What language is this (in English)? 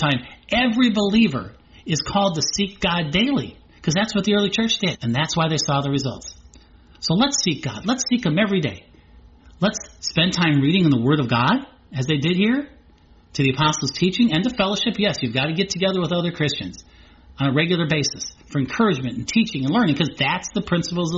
English